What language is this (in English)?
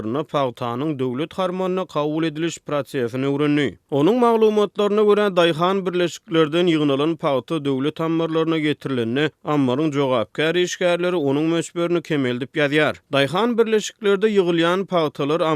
Turkmen